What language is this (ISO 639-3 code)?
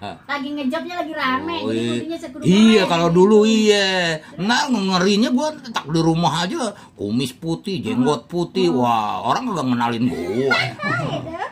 bew